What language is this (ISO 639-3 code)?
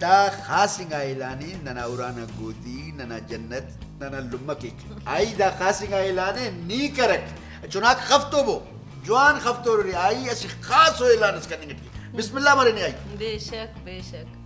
brh